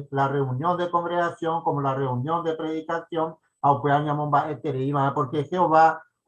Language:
Guarani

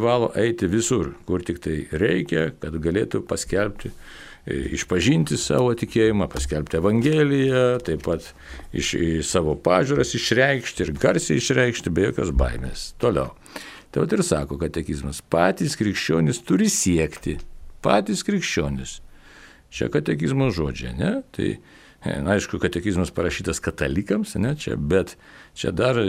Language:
Lithuanian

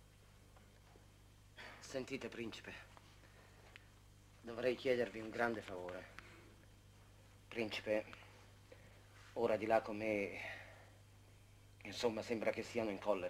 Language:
Italian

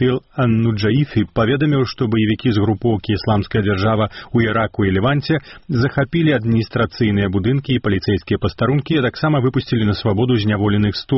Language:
Belarusian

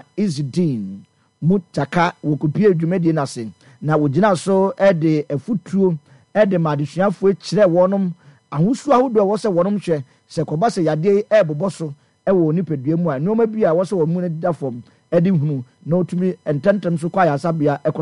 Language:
Akan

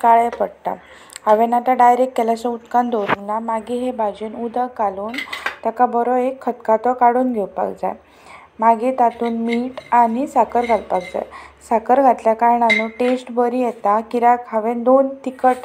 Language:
Konkani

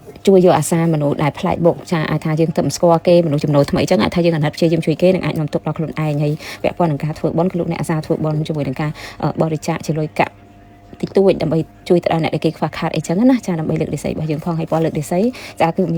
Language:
Khmer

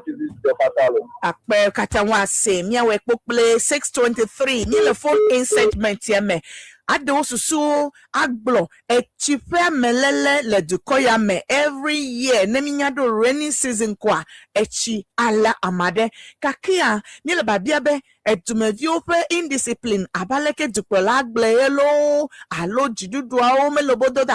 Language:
Ewe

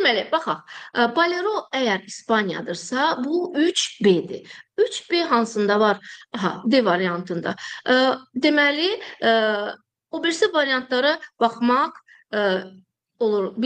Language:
Azerbaijani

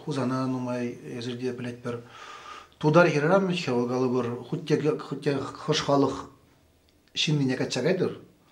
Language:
Chuvash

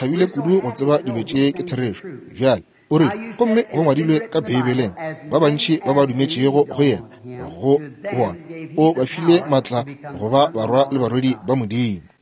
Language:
Northern Sotho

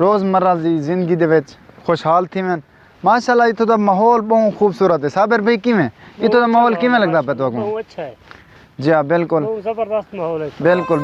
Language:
Saraiki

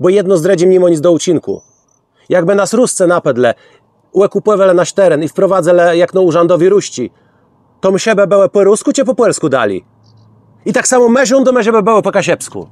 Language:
Kashubian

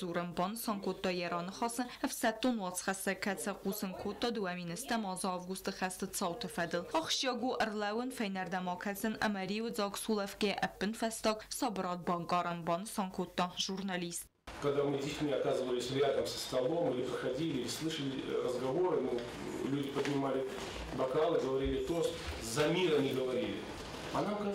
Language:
Ossetic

